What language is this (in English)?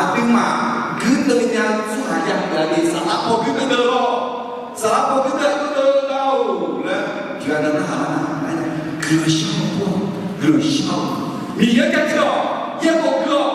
Akha